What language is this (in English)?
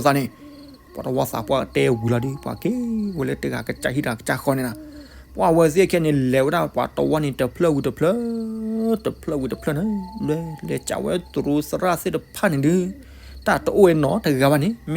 S'gaw Karen